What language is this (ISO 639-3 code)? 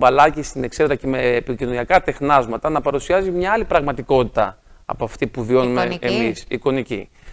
ell